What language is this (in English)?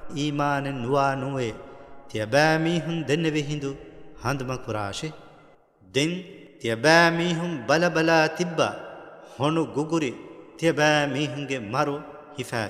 Divehi